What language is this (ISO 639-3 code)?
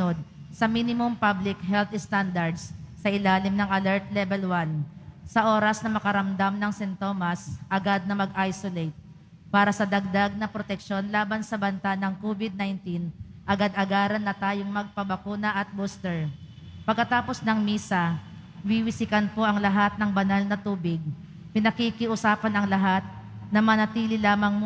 fil